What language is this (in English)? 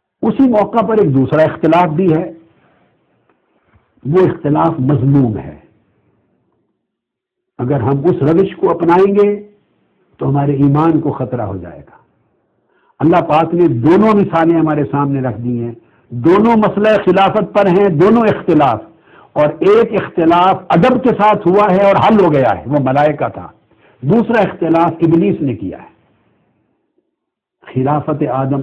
Urdu